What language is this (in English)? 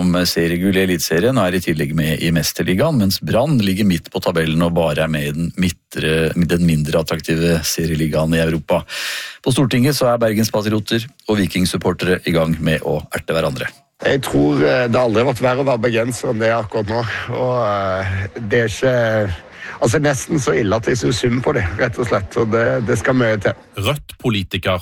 Norwegian